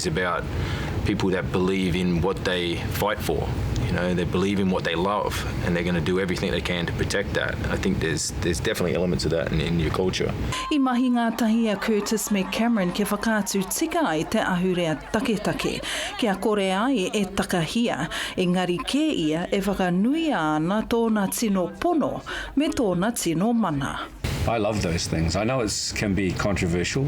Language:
Māori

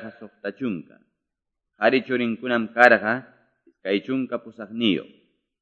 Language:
Quechua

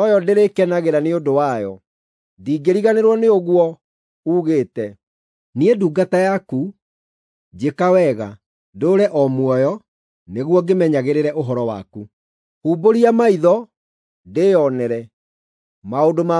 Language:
Kikuyu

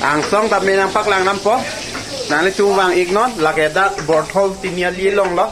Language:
Karbi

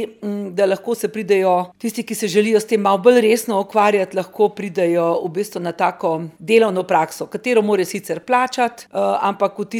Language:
Slovenian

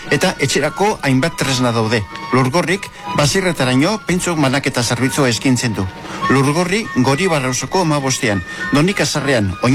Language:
Basque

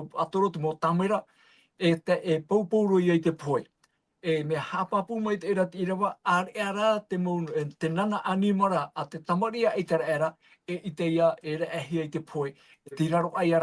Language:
Tahitian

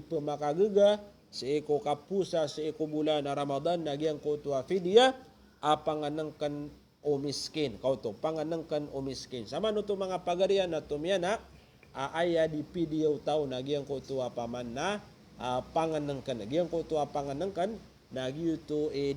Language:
Maranao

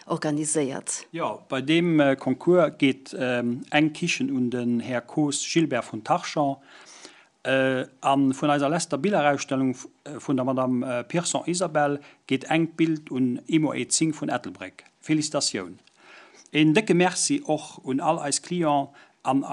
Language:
Luxembourgish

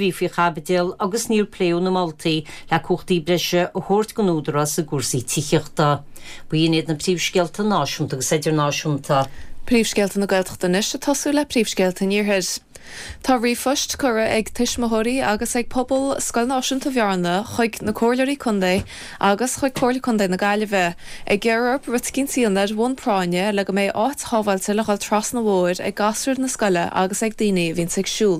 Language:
Irish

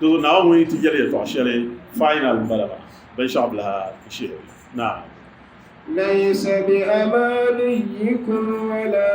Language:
Dagbani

